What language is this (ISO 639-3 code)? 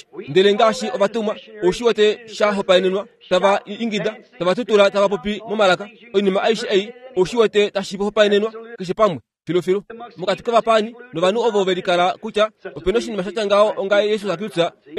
kua